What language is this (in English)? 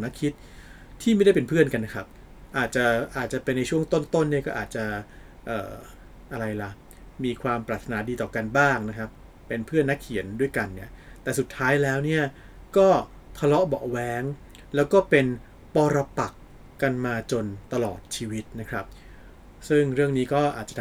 Thai